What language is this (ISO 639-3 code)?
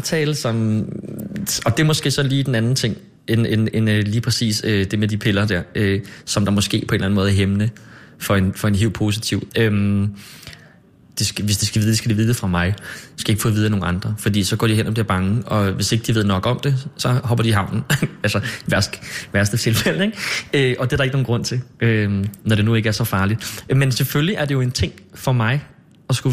dan